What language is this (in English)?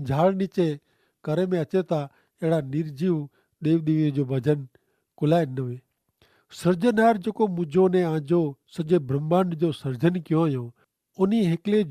Kachhi